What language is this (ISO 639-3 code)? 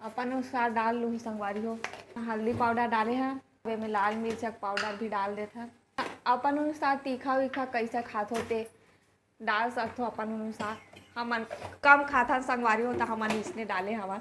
hne